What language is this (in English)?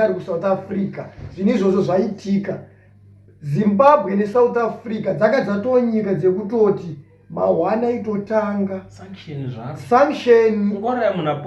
Shona